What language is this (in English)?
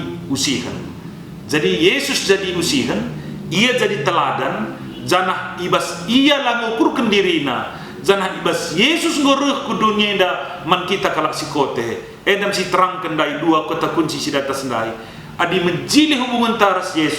Batak Karo